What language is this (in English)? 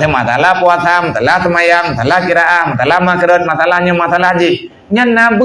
Achinese